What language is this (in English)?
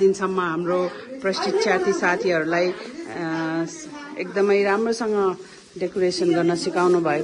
Nepali